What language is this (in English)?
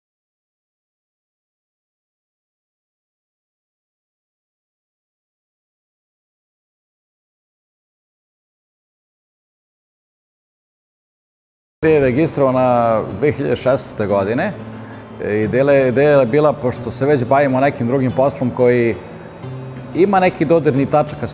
Serbian